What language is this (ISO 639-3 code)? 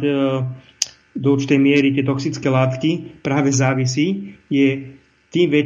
slk